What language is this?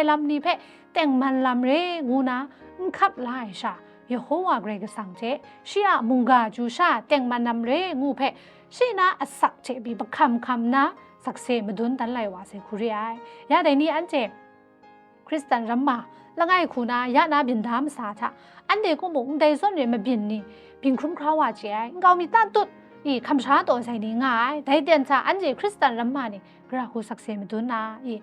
Kachin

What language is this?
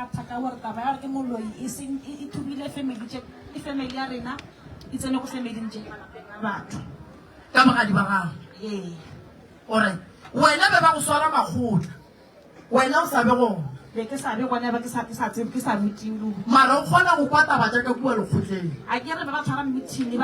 Northern Sotho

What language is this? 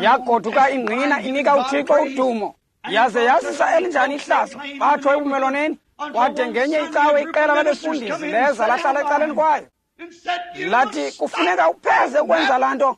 Xhosa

